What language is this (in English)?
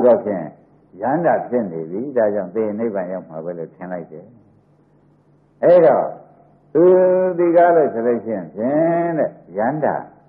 Burmese